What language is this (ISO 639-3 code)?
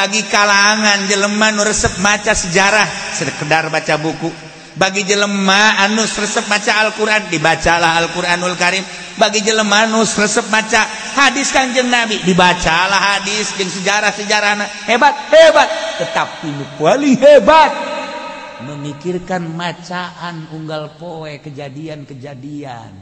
sun